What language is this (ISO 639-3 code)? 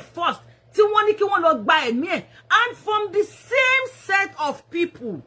yor